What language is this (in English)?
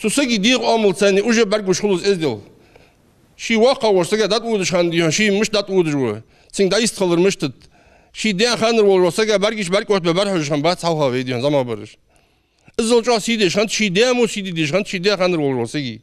Ingush